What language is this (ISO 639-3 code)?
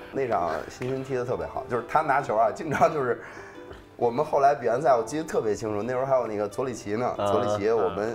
zho